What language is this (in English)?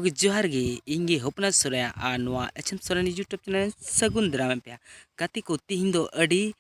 Santali